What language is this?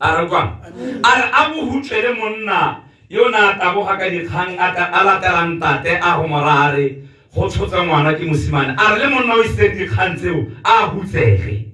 Tswana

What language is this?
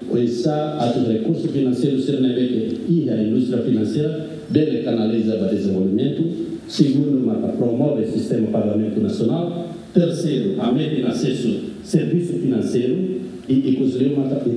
Tetum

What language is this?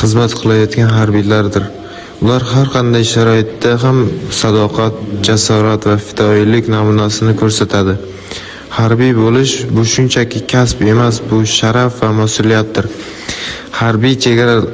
Uzbek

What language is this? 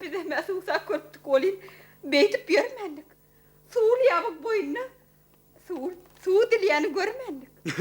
Turkmen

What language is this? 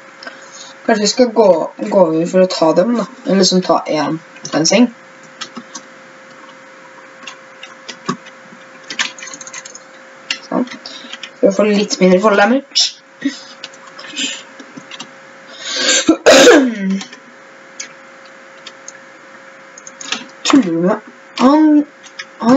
Norwegian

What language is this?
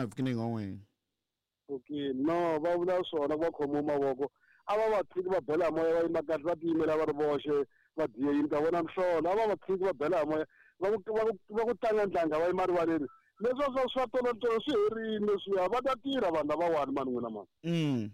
Tsonga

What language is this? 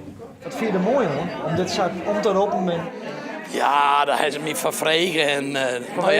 Western Frisian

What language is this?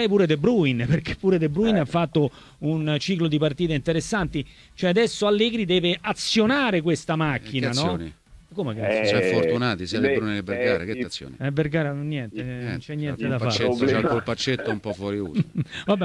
Italian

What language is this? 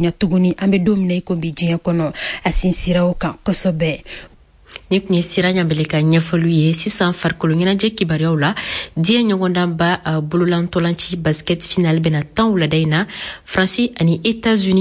Bambara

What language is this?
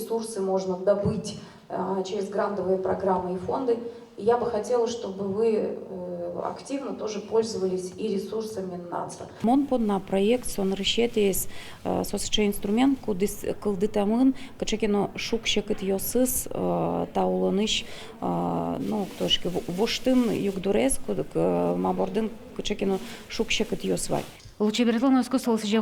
Udmurt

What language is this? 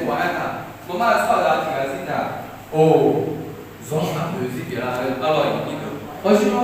Akha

